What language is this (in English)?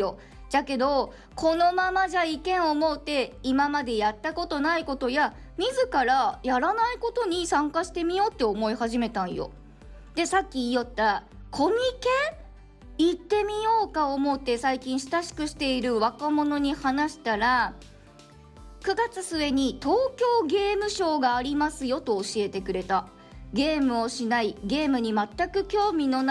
Japanese